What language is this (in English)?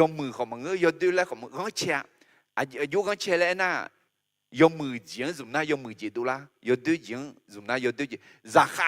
Akha